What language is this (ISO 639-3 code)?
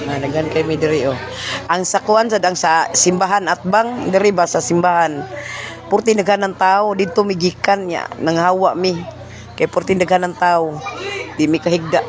ceb